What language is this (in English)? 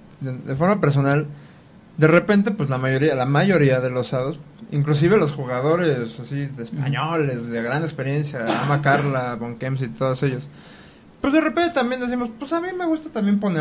Spanish